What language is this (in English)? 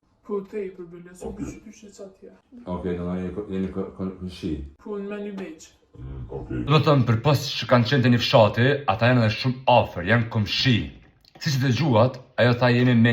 Albanian